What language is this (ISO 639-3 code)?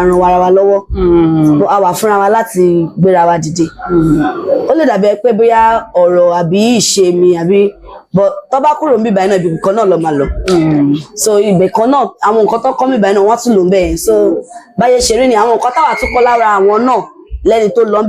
yor